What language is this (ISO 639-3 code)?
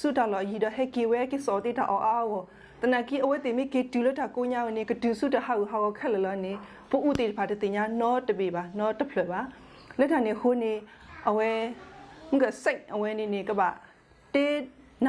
ksw